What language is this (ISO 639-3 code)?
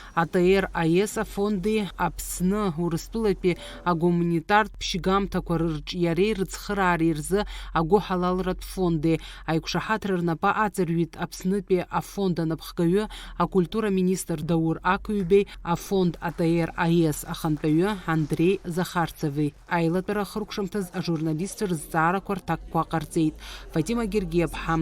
abk